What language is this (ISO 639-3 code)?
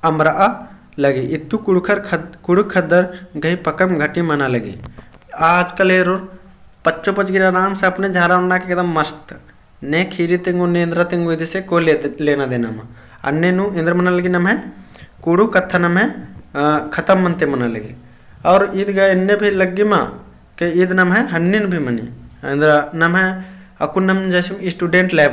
kru